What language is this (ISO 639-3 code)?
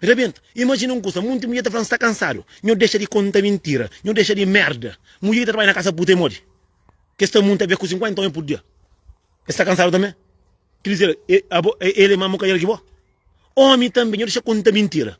kea